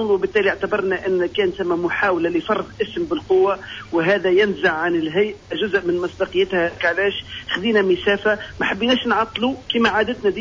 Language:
Tunisian Arabic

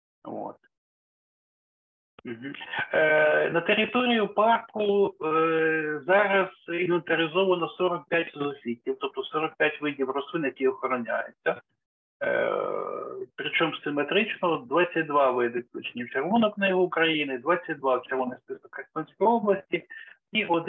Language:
Ukrainian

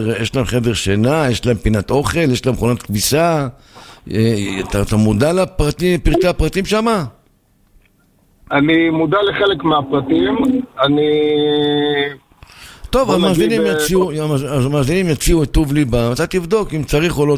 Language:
Hebrew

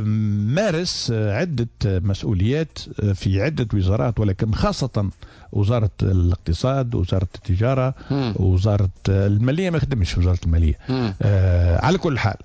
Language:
Tunisian Arabic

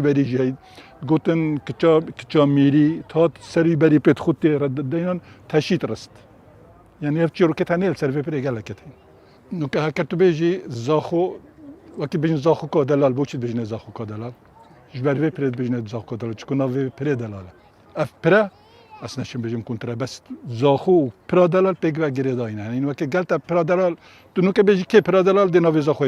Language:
Kurdish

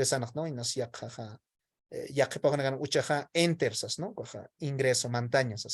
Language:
Aymara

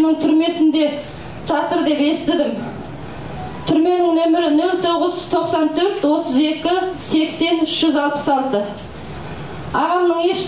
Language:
Kazakh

